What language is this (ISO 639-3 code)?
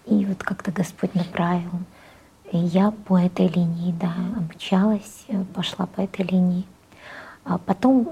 rus